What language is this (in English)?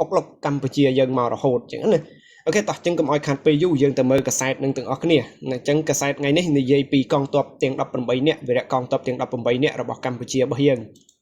Khmer